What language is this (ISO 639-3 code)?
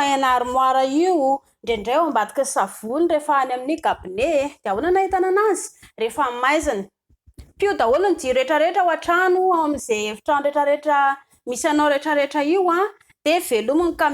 mlg